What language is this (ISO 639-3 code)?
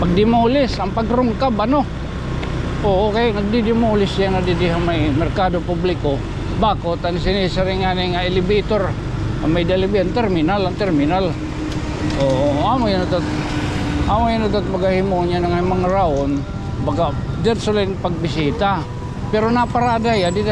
war